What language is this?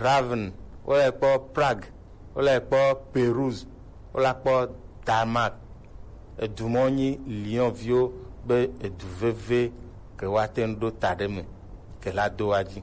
Gen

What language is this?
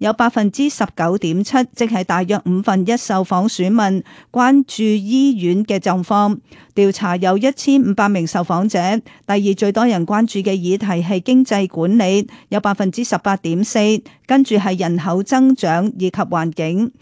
Cantonese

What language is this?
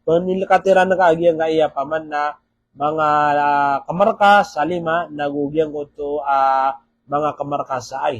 Maranao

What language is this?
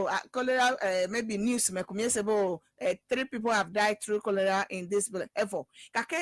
Ewe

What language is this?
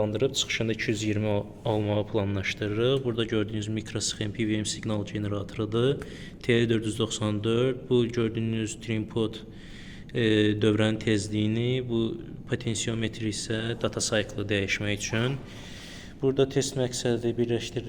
Azerbaijani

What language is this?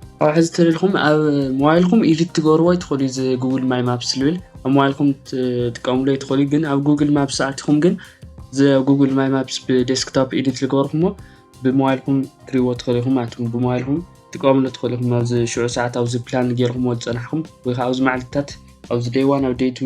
Tigrinya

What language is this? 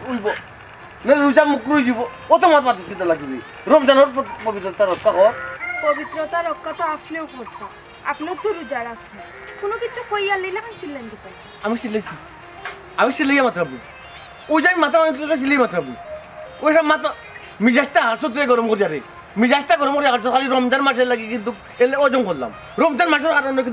Sylheti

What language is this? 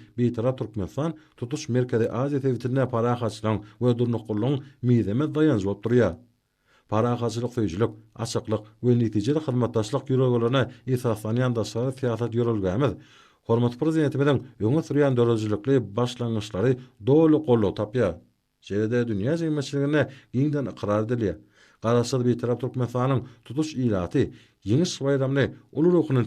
Turkmen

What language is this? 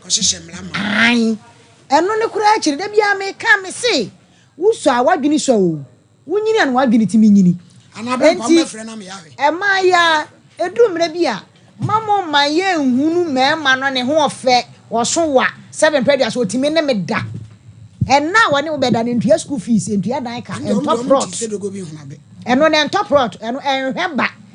Akan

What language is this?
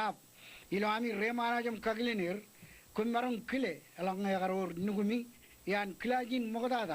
Marshallese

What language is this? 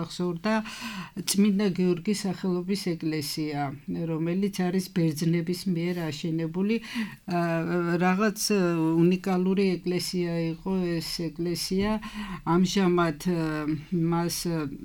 Georgian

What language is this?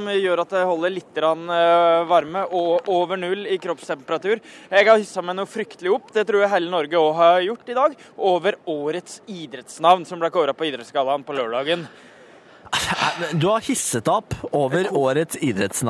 Norwegian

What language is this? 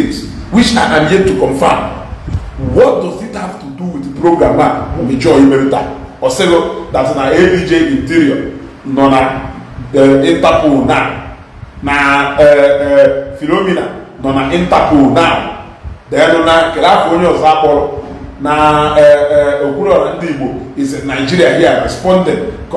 Igbo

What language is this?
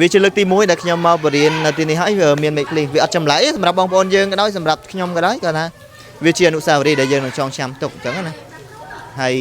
Khmer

